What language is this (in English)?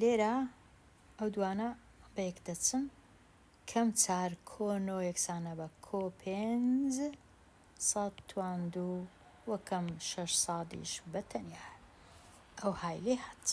Central Kurdish